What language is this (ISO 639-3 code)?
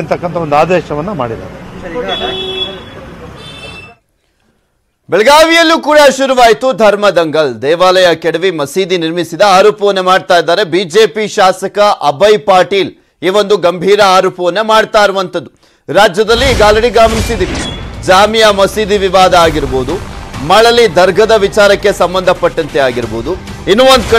kan